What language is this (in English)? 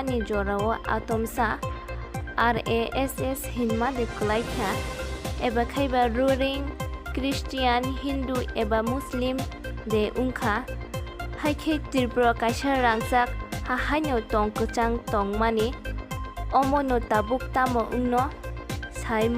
Kok Borok